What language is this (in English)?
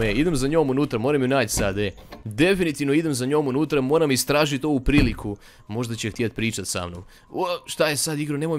Croatian